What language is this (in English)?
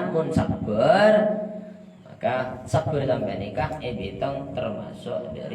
Madurese